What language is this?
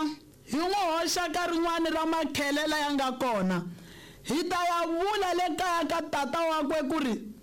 Tsonga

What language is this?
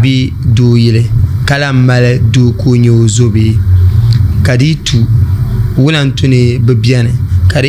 Dagbani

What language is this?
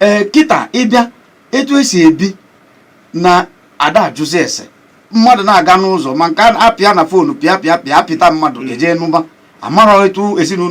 Igbo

